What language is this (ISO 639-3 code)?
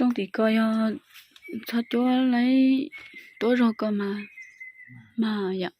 hmn